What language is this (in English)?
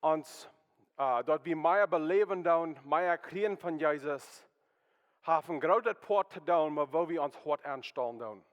Plautdietsch